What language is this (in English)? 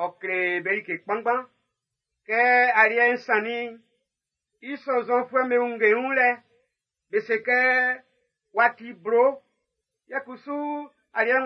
Baoulé